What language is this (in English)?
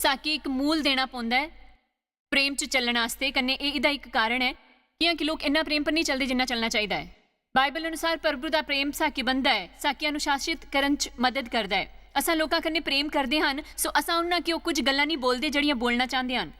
Dogri